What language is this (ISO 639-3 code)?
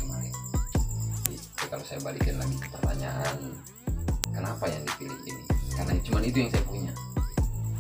ind